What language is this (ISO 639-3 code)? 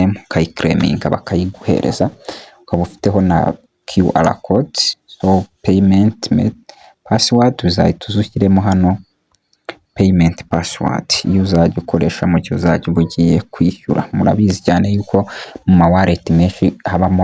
kin